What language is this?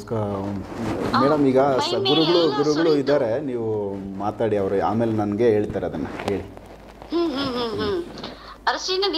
Kannada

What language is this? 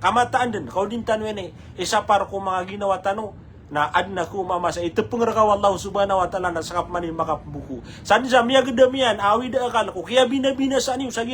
Maranao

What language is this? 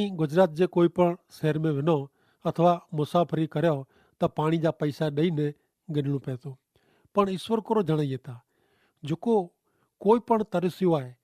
Kachhi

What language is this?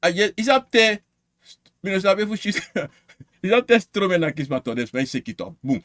Sranan Tongo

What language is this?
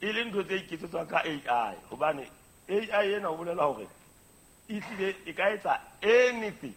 Southern Sotho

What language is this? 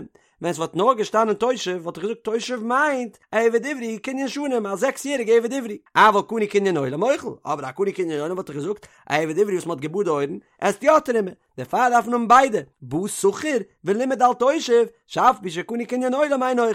Yiddish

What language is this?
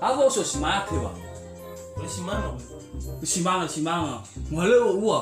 Nias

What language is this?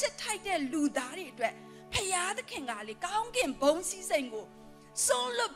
Burmese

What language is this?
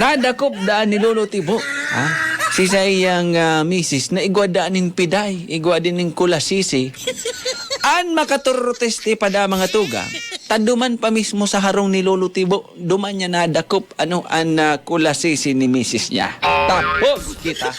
Bikol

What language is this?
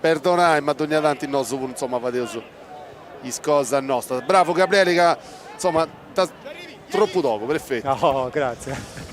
Sardinian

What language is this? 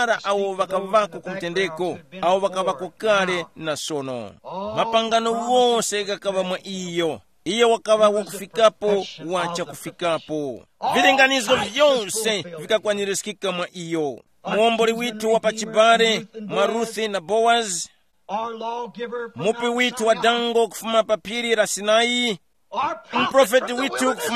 Tumbuka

